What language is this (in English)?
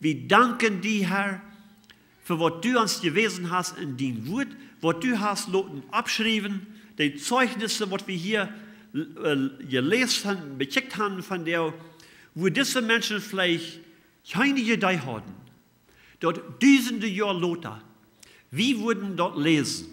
Plautdietsch